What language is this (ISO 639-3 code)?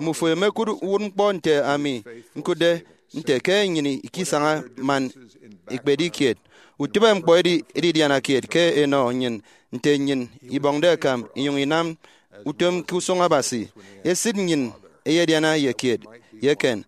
efi